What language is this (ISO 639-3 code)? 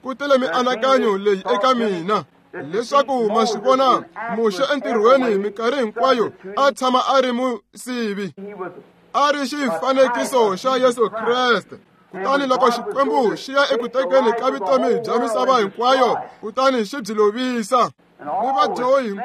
tso